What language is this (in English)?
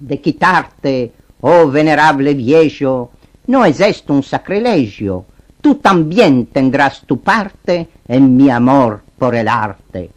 Ladino